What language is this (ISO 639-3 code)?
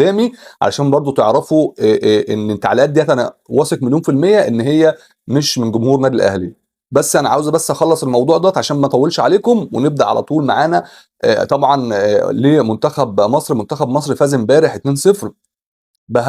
arz